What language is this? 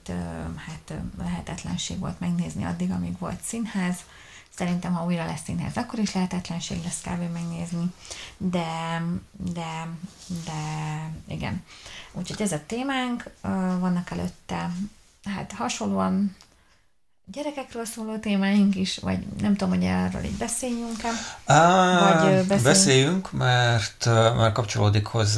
Hungarian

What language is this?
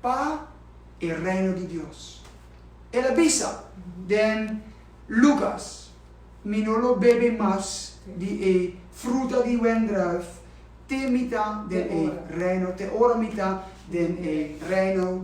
Papiamento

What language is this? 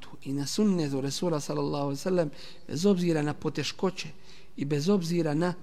Bosnian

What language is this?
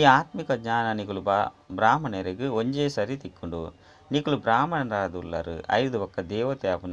Tulu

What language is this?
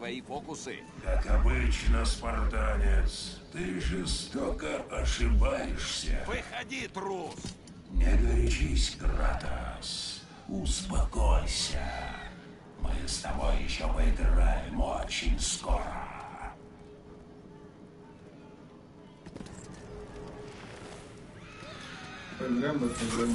Russian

